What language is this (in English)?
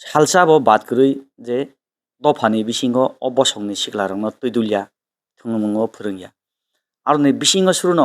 Kok Borok